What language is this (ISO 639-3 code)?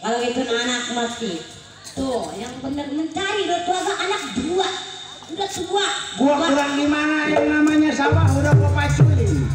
bew